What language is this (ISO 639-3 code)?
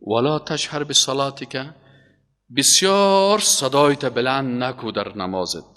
fas